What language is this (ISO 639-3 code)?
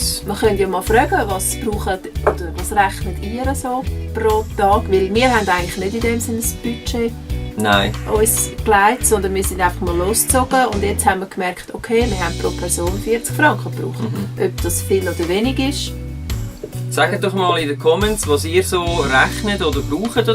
gsw